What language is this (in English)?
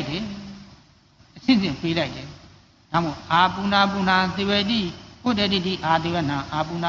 Burmese